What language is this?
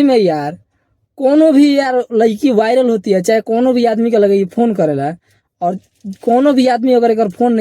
Bhojpuri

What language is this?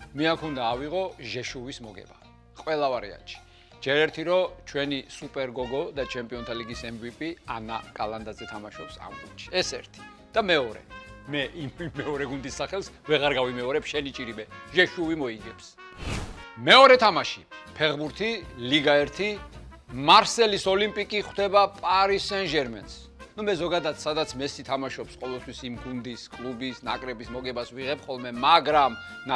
Georgian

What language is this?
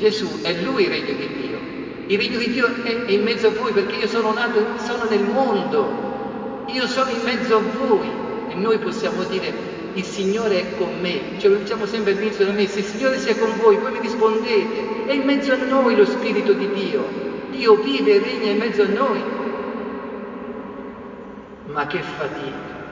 Italian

